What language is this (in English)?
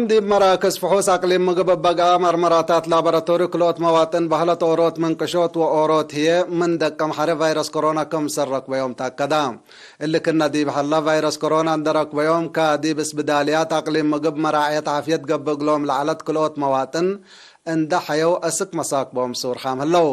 Tigre